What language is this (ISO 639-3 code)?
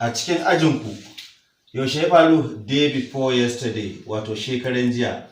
hau